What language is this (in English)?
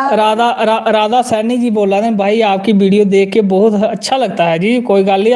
Dogri